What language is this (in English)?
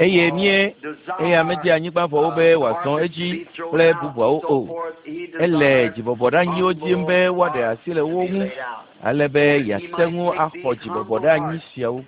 Ewe